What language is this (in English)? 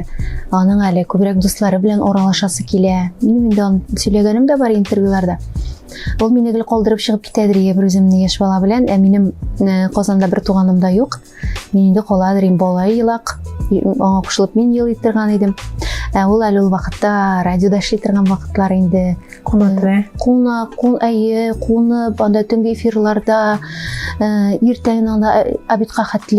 Tatar